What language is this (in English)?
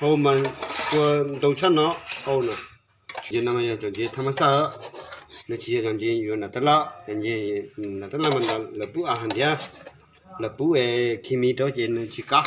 Hmong